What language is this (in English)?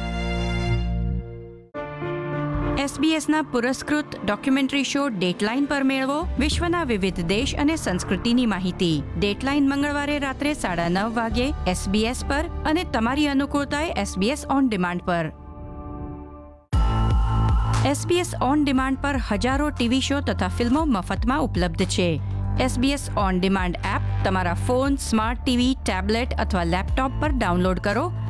Gujarati